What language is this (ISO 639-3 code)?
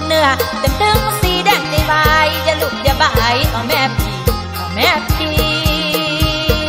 tha